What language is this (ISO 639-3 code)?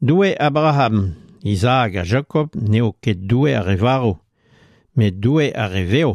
bre